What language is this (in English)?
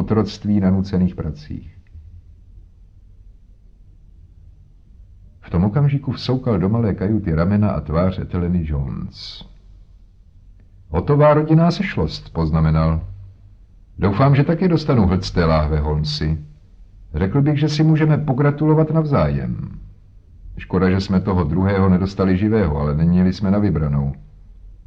Czech